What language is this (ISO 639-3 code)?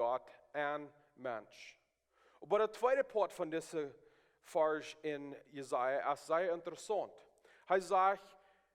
pdt